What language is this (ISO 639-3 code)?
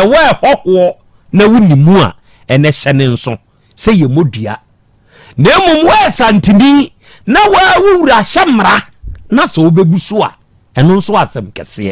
aka